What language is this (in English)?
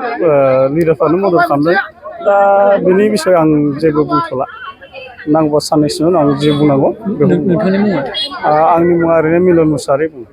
Bodo